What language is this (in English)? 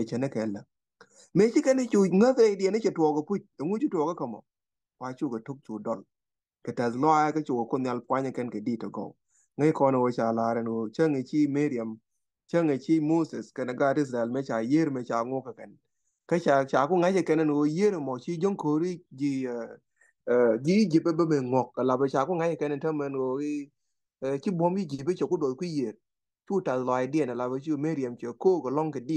Nuer